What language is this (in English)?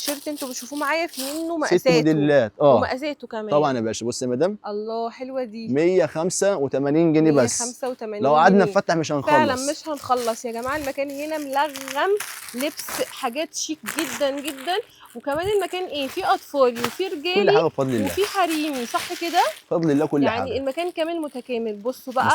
Egyptian Arabic